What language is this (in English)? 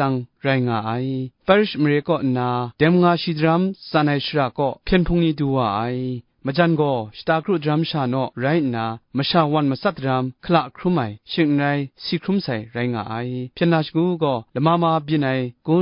Kachin